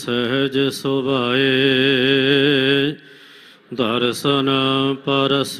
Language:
Punjabi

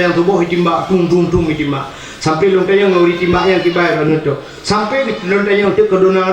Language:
Achinese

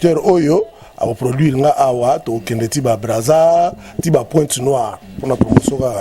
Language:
Lingala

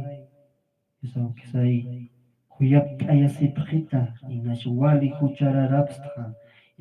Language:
Aymara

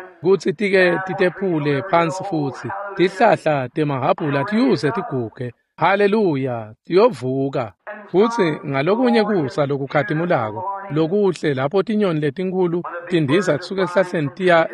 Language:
Swati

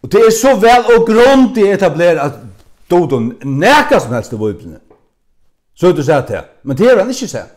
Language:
Faroese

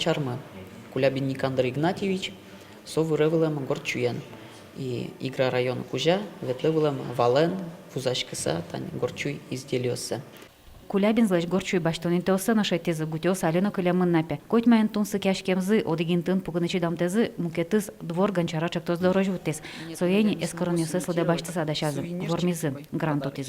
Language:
Udmurt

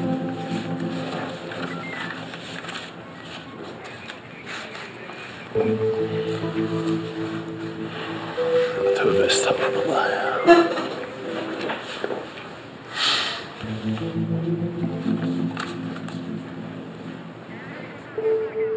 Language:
Turkish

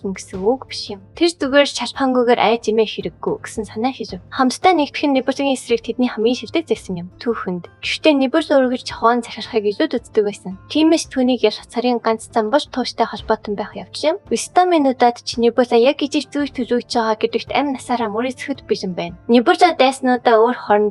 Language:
Mongolian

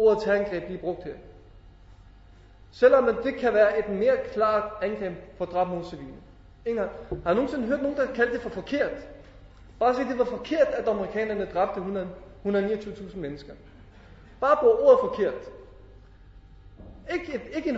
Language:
Danish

